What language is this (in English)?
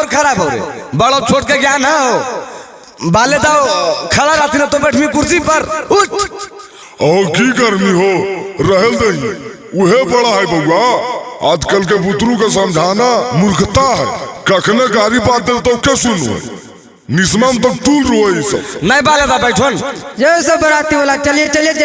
Magahi